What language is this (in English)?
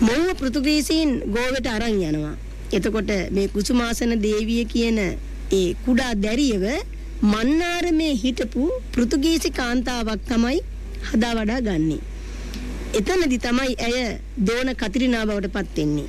Sinhala